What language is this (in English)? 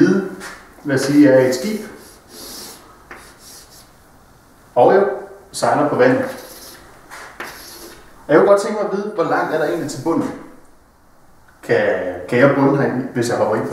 Danish